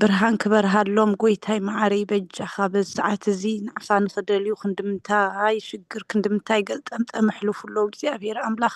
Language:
Tigrinya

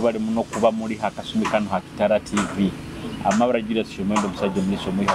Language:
Nyoro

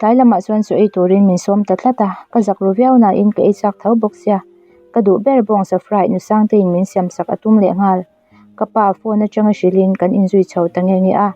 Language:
Mizo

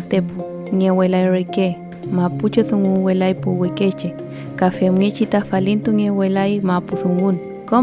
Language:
Mapuche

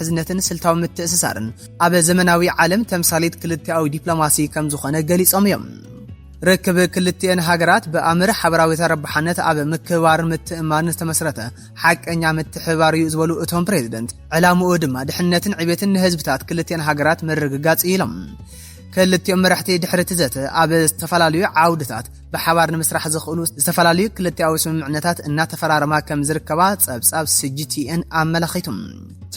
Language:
Tigrinya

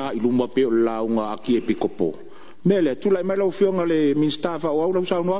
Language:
Samoan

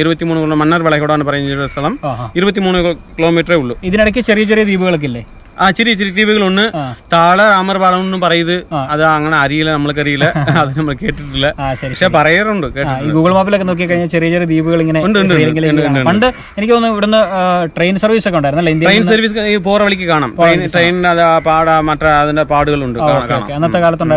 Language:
Malayalam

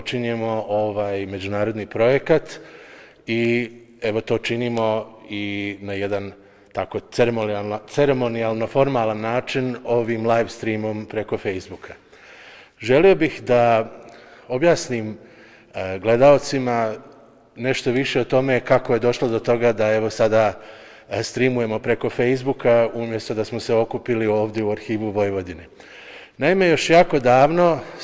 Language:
Serbian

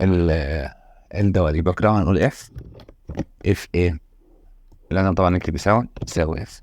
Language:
Egyptian Arabic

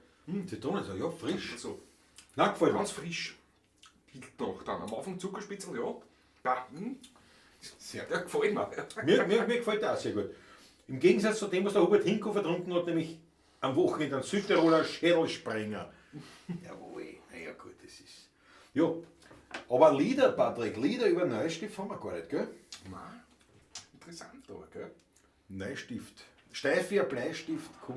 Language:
Bavarian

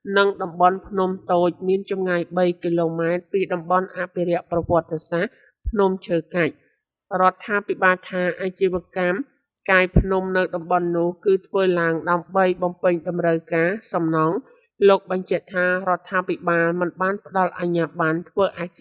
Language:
Khmer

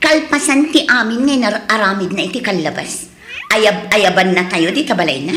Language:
Iloko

